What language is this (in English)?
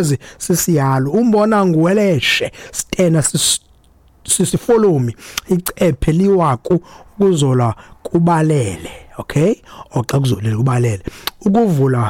Xhosa